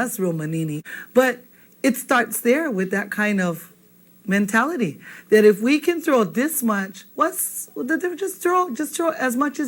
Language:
Hawaiian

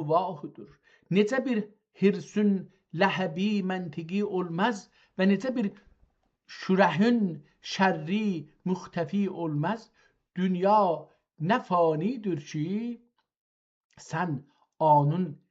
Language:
South Azerbaijani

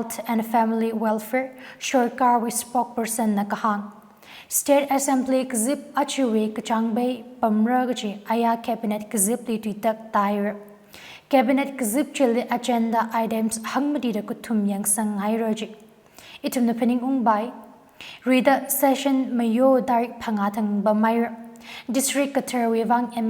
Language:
Tangkhul Naga (India)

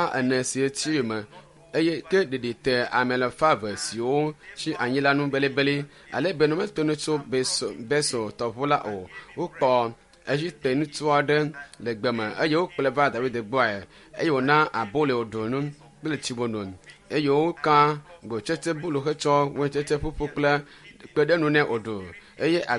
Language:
Ewe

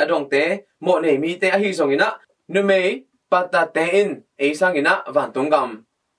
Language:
Tedim Chin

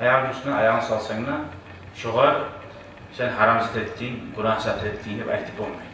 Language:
Kumyk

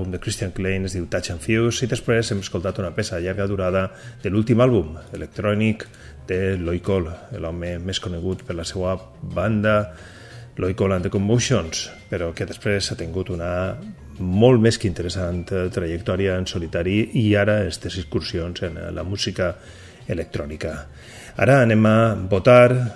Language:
Catalan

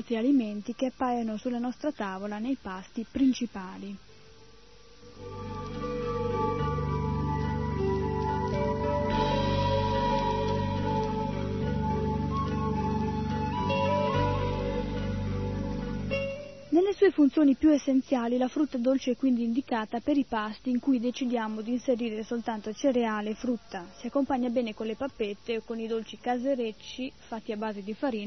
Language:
Italian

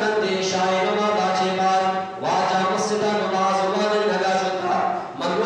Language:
Eastern Balochi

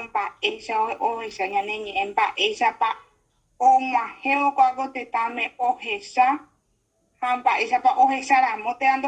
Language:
Guarani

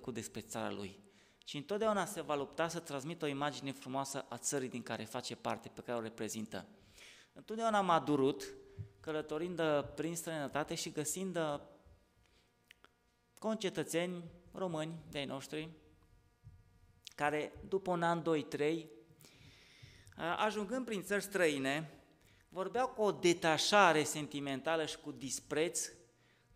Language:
Romanian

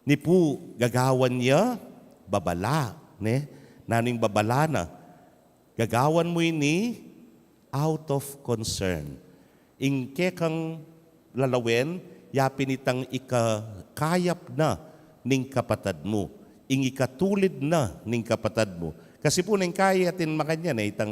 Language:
Pampanga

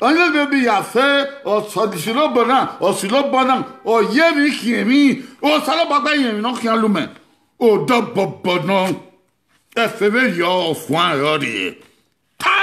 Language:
Bini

